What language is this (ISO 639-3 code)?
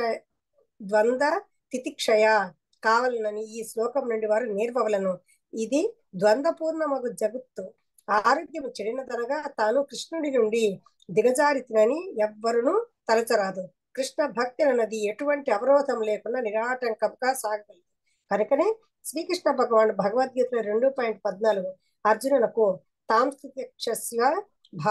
tel